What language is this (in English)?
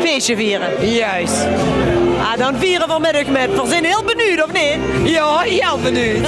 Limburgish